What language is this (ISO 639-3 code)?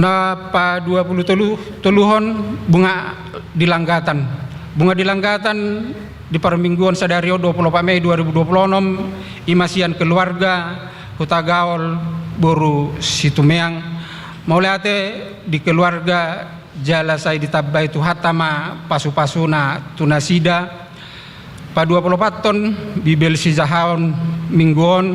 bbc